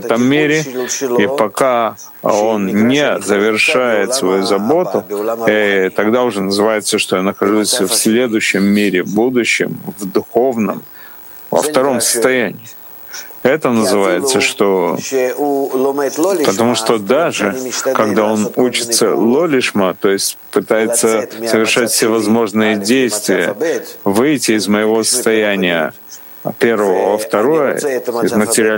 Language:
Russian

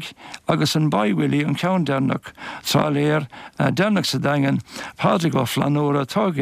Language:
Irish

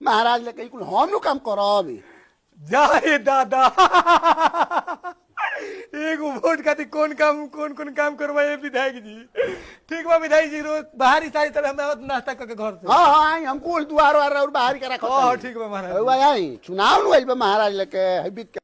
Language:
Bhojpuri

